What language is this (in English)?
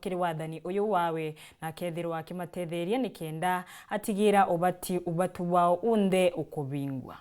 Meru